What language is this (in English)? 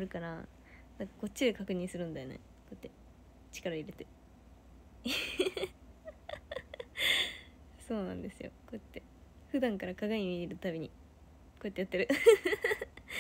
Japanese